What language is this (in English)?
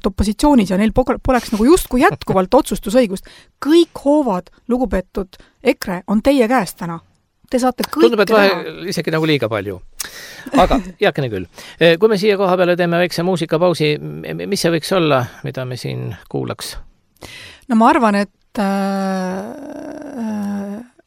Estonian